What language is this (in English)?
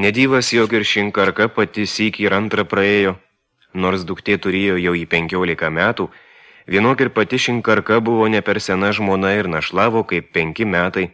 Lithuanian